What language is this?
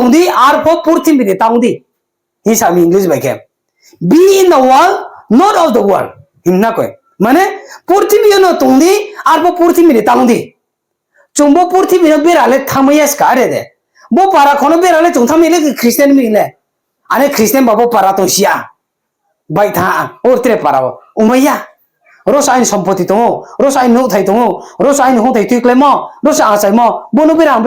Riang (India)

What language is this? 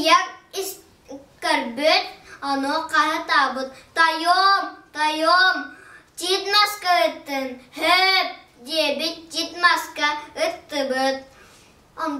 Yakut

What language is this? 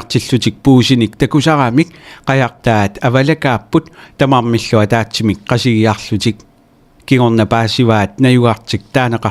Kalaallisut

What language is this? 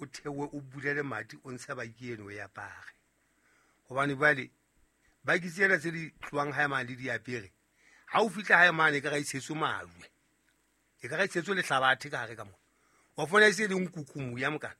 Southern Sotho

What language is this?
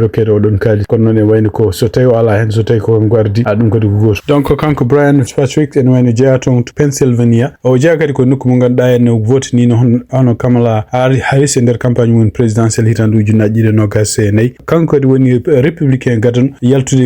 Fula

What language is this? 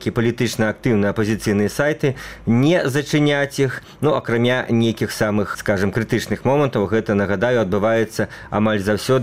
Belarusian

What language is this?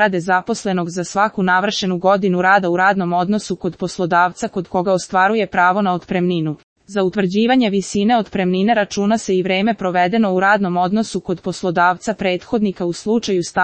Serbian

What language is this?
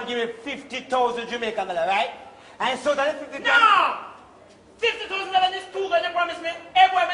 Jamaican Creole English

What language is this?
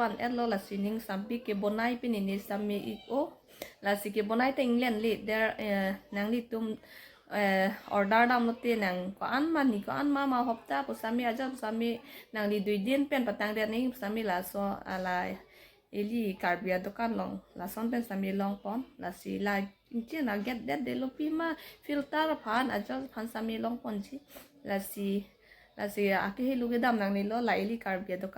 Karbi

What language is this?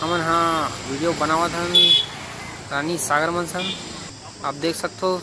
Chhattisgarhi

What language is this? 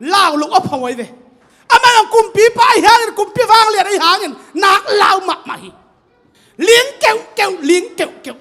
Tedim Chin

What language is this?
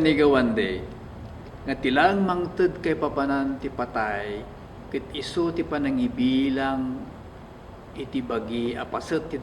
Iloko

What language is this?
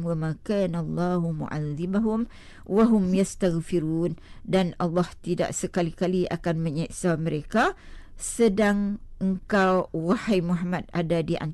Malay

